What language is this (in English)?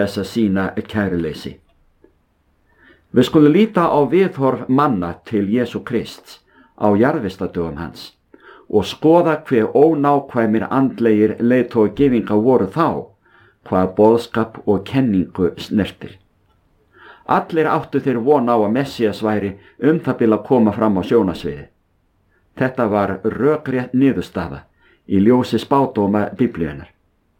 Icelandic